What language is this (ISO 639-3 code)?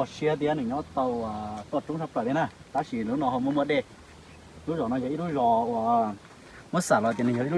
hmn